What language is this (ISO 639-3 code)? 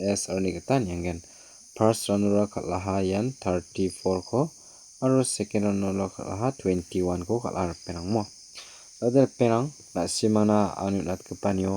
grt